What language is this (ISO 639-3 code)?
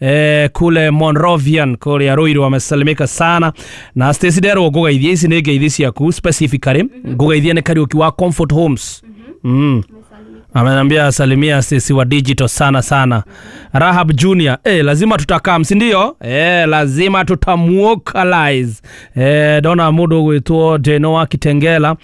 kik